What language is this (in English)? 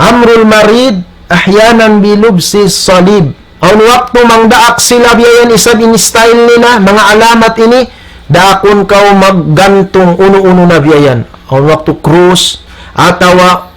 Tausug